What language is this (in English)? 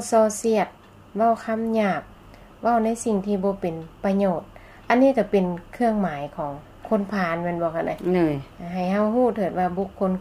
Lao